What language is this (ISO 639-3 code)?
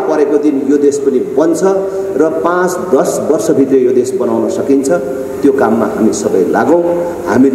nep